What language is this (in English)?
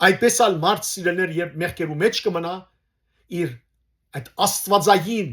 Western Armenian